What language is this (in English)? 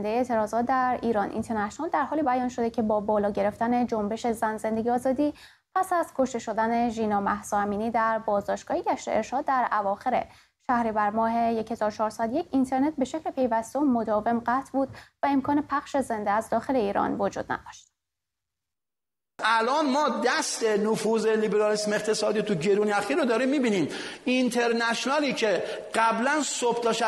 Persian